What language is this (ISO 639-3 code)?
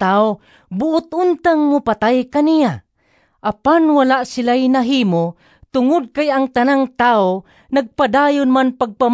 ceb